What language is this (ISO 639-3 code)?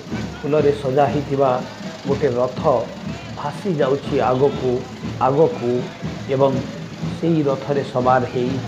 ori